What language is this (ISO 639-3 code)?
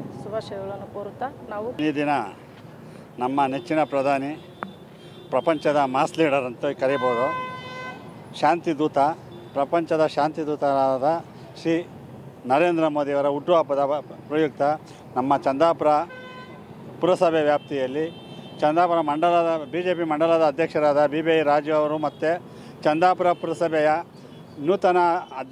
kan